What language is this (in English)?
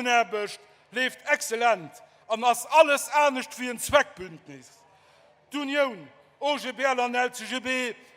Luxembourgish